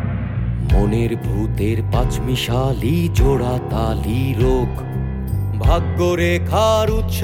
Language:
Bangla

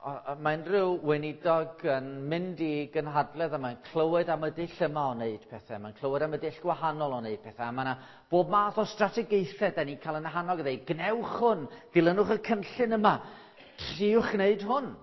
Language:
Welsh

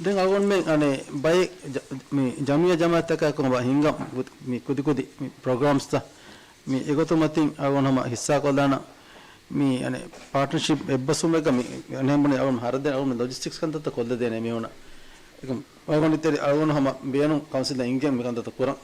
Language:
Divehi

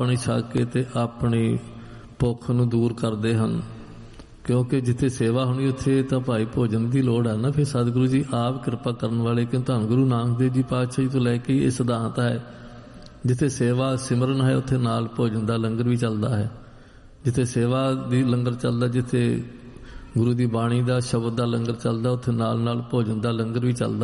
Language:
Punjabi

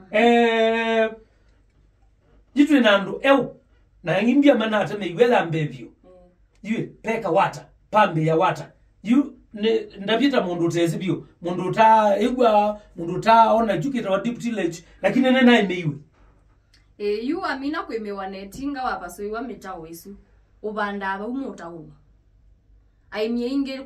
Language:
Kamba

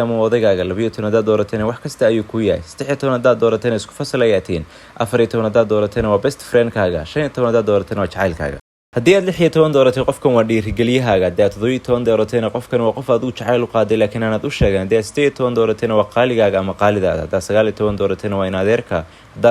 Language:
Somali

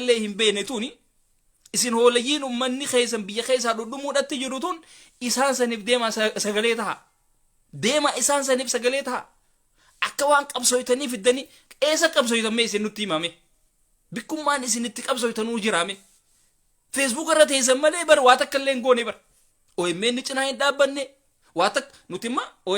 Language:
Oromo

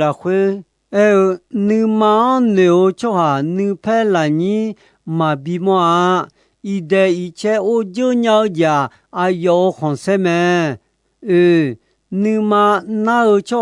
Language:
Akha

